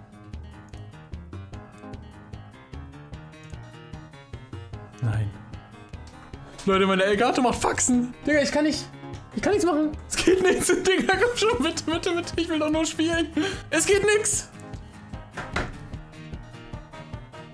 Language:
German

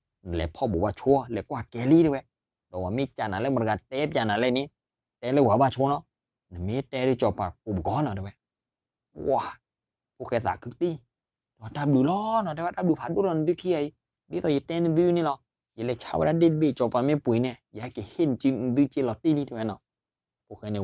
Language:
S'gaw Karen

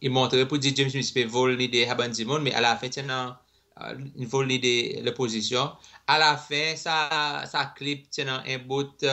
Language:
Seselwa Creole French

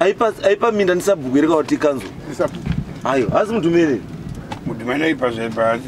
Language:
Shona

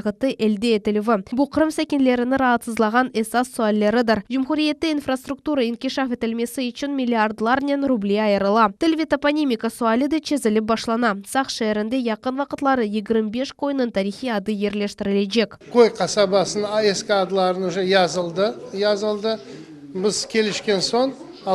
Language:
Crimean Tatar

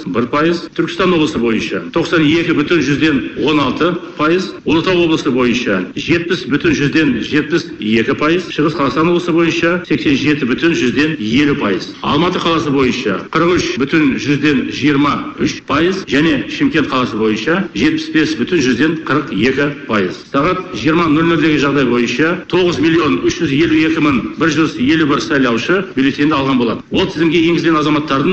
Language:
Kazakh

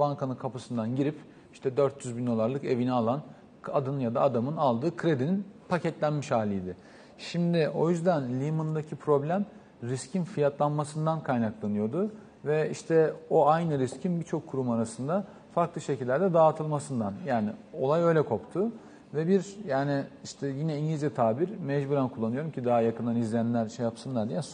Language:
Turkish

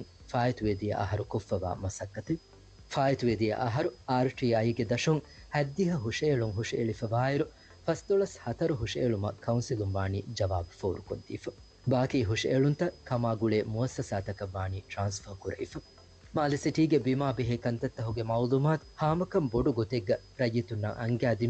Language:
Divehi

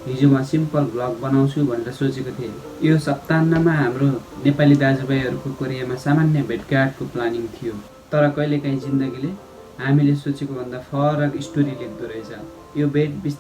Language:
Nepali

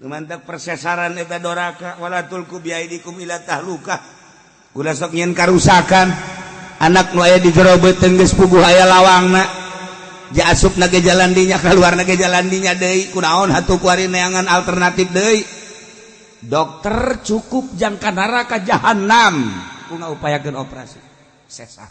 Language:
Sundanese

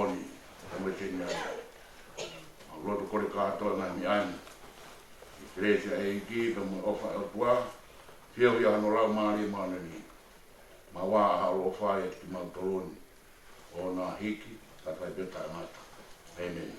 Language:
Tongan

